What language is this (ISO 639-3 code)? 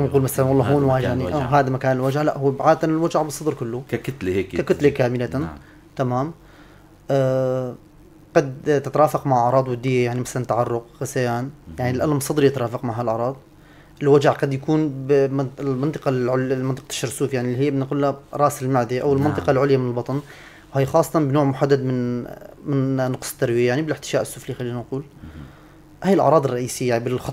apc